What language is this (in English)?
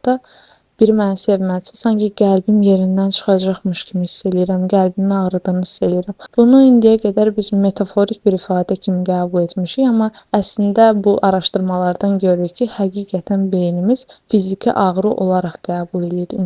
Azerbaijani